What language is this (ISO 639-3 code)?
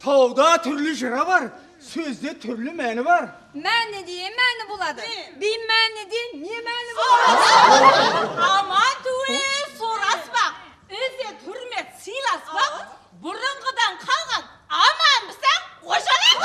kaa